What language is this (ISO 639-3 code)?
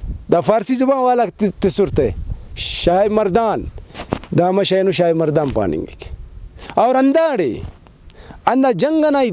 brh